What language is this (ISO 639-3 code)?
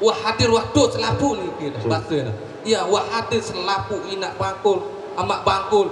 sas